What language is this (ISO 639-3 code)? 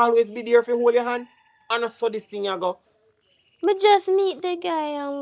jam